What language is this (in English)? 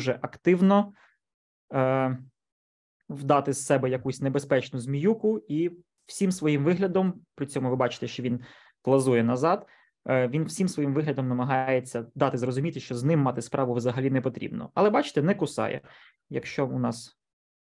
Ukrainian